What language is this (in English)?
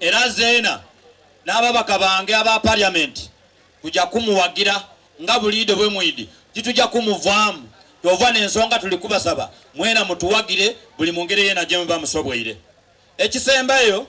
Soga